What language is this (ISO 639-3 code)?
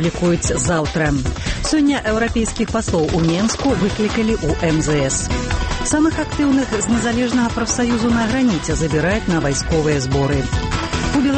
bel